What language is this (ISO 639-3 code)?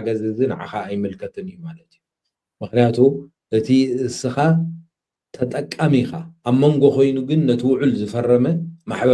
tir